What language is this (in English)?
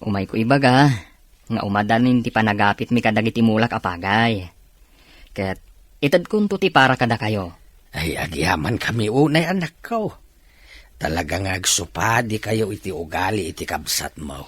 Iloko